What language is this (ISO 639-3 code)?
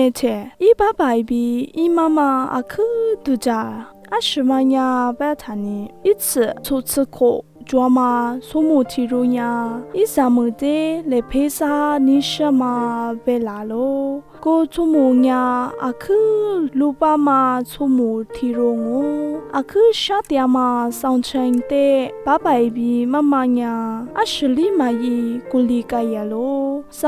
lis